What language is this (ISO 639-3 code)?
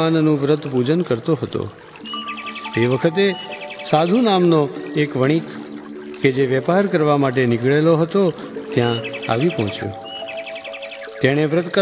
guj